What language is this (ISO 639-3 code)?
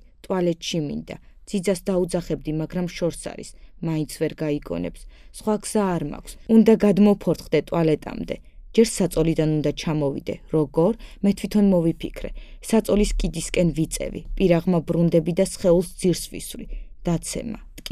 kat